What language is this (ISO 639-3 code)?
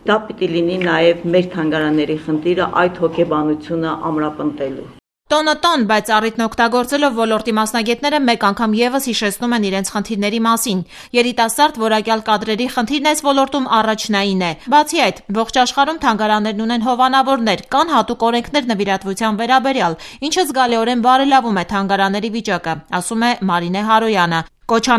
hye